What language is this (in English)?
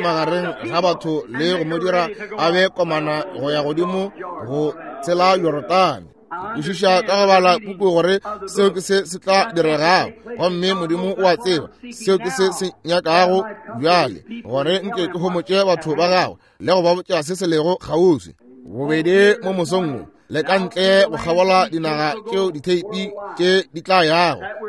Northern Sotho